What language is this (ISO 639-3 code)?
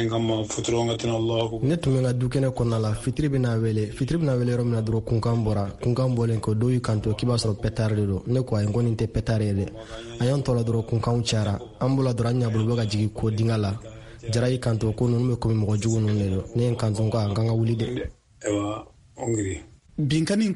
bam